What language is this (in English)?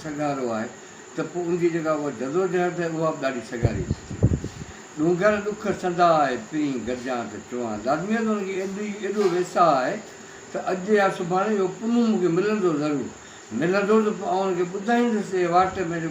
Sindhi